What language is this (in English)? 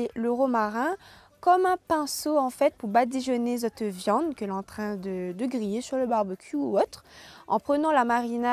Réunion Creole French